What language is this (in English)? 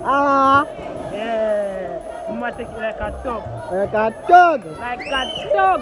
Jamaican Creole English